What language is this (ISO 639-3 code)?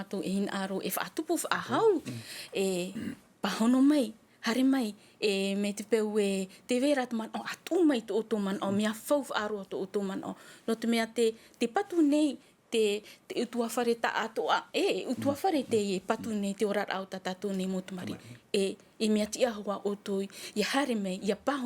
tah